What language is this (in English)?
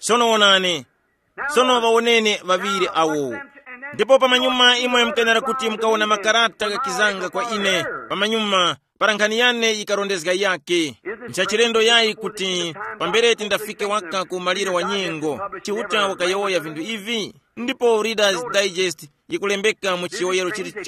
Tumbuka